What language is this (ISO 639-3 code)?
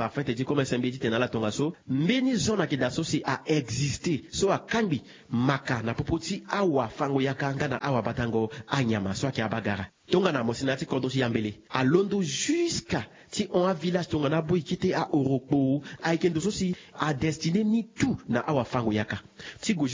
sag